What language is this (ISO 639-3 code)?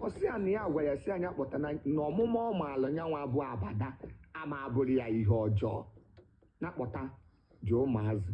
ibo